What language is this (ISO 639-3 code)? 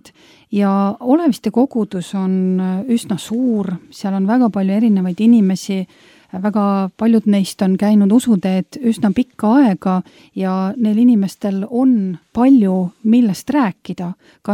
est